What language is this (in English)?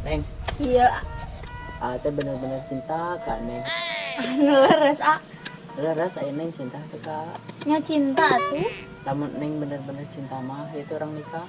Sundanese